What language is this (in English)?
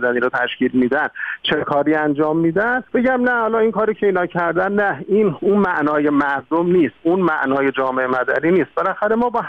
Persian